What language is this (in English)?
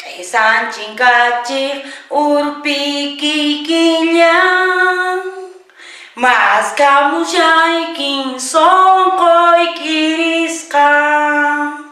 Quechua